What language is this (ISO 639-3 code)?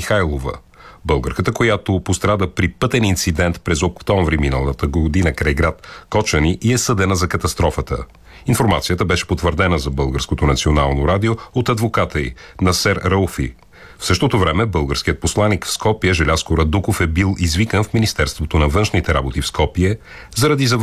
bul